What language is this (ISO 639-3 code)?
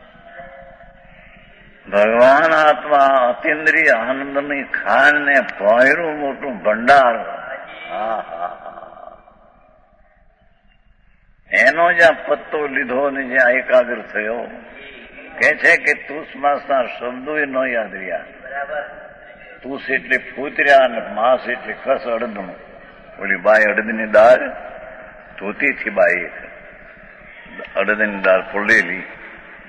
guj